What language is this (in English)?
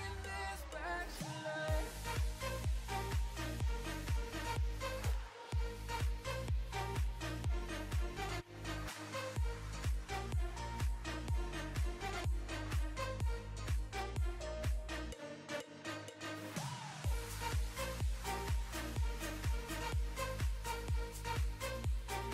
Danish